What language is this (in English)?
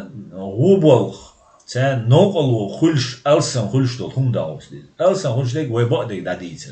Chechen